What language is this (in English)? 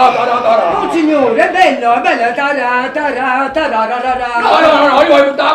Neapolitan